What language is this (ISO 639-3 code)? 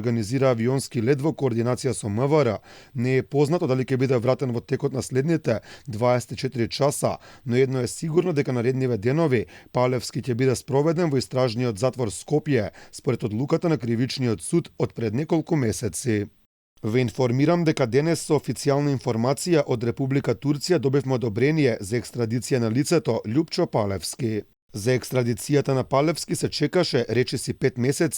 mkd